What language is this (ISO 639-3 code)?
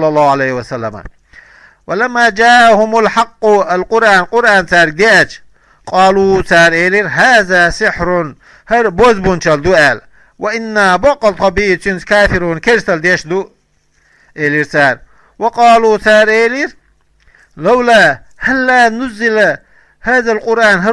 che